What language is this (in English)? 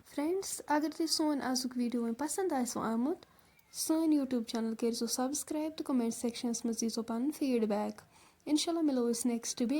Kashmiri